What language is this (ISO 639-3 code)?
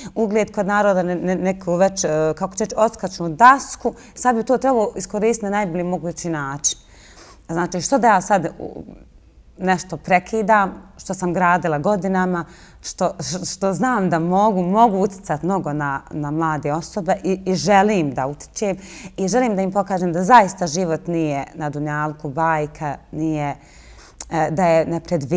bos